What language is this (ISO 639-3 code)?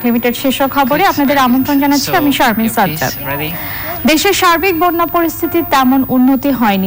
ben